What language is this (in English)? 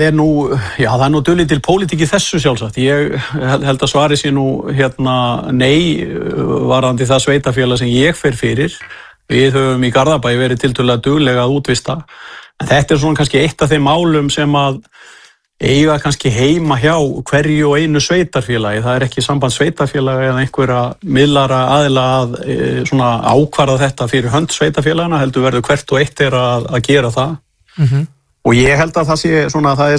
Icelandic